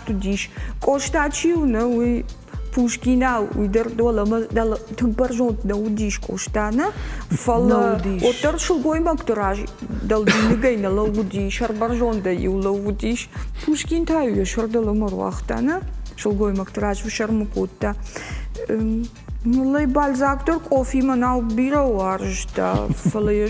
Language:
Ossetic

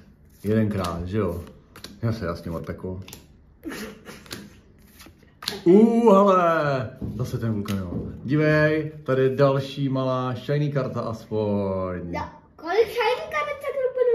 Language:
Czech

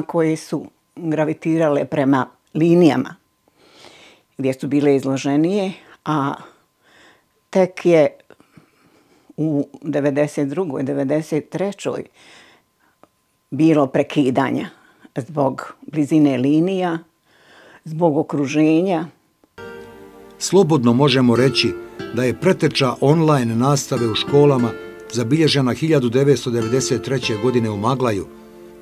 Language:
Bosnian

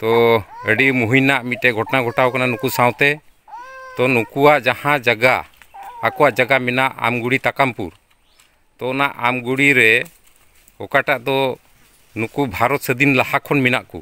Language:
Santali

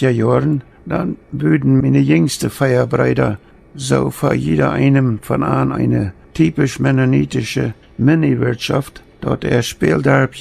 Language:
Plautdietsch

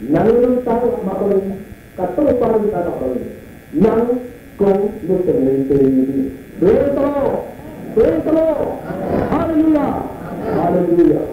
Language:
Tedim Chin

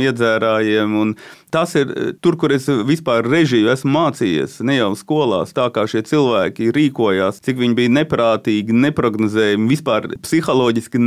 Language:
Latvian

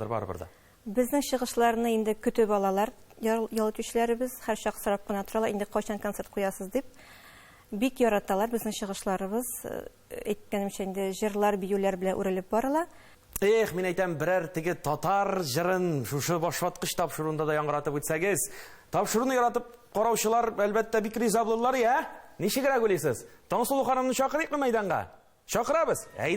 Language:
Tatar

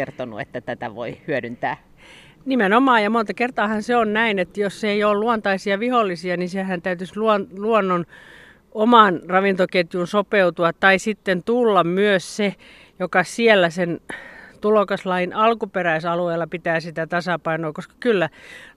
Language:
Finnish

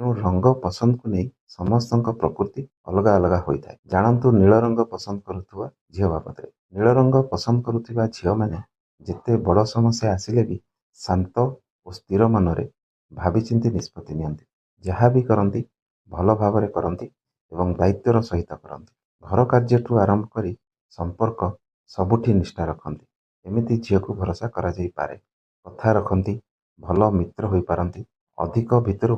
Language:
Odia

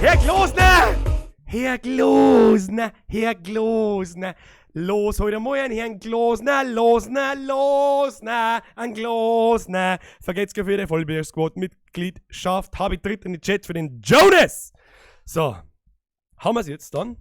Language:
Bavarian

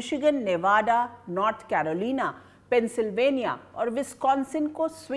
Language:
Hindi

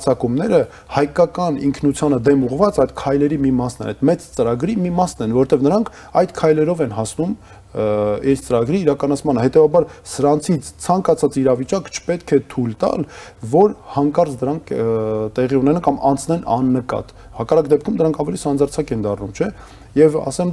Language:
Armenian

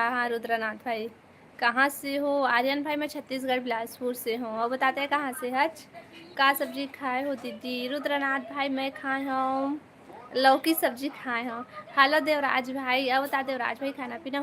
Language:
Chhattisgarhi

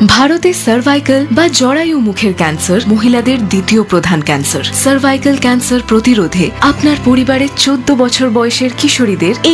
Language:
Bangla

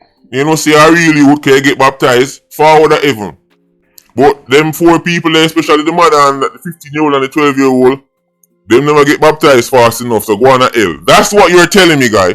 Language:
Jamaican Creole English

